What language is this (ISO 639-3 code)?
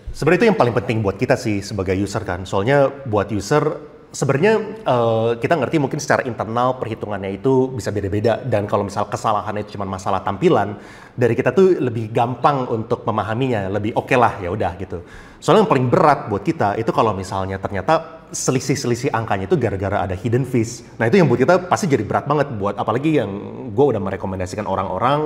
ind